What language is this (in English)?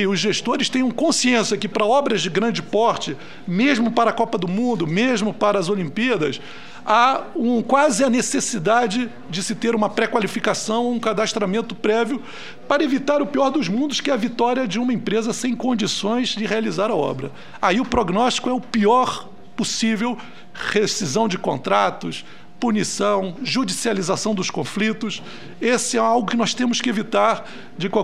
Portuguese